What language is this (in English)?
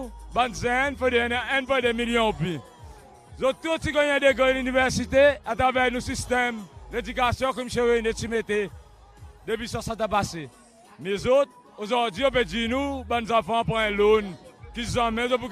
Seselwa Creole French